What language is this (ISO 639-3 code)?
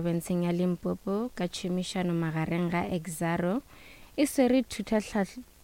nso